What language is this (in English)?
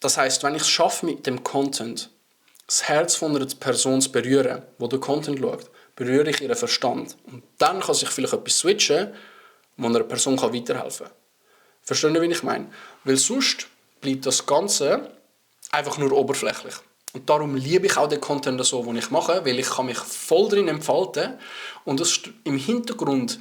Swiss German